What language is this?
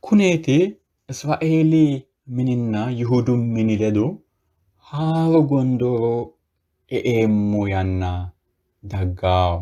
Sidamo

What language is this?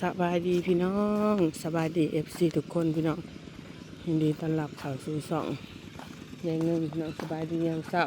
Northeastern Thai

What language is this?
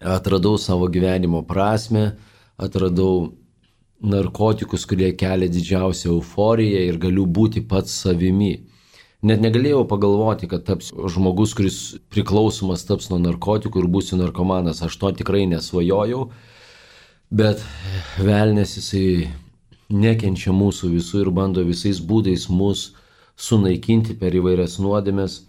Lithuanian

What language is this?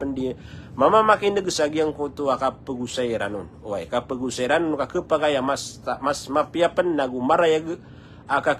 Maranao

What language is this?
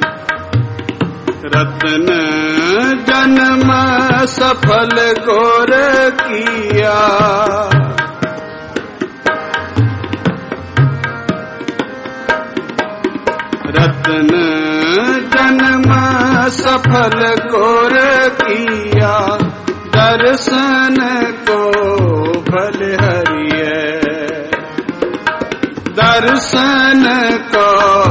Punjabi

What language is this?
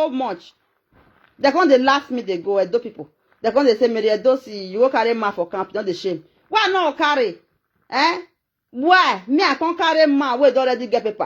Nigerian Pidgin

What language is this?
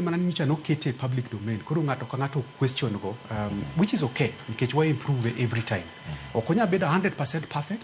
Luo (Kenya and Tanzania)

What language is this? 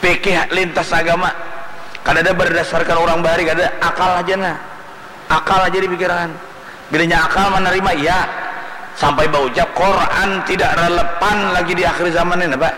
Banjar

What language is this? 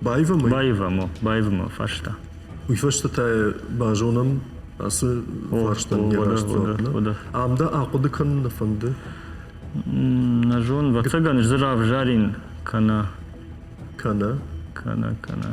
Ossetic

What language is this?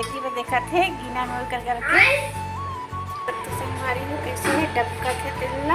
Chhattisgarhi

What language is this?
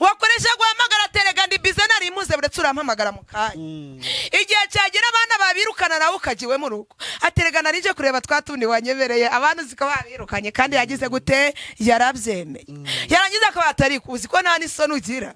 Kinyarwanda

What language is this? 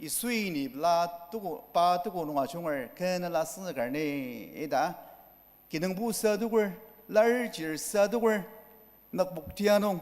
Ao Naga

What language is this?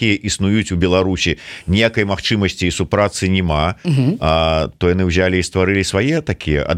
Belarusian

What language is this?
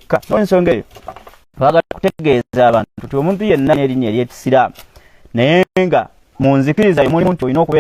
Ganda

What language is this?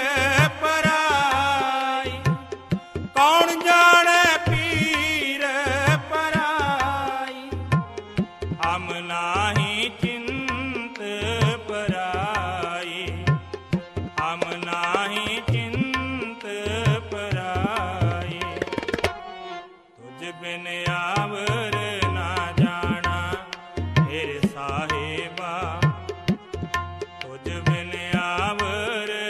Punjabi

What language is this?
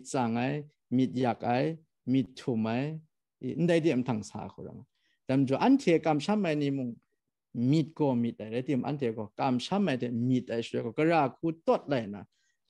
Kachin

